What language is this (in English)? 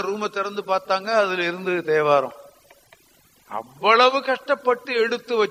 Tamil